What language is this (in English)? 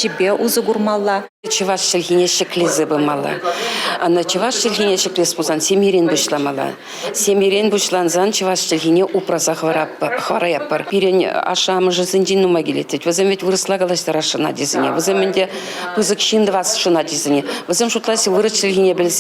Chuvash